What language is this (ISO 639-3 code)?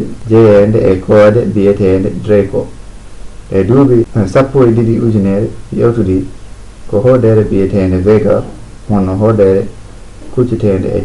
ful